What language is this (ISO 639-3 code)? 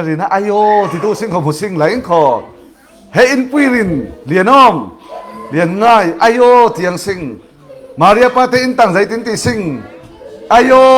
cfm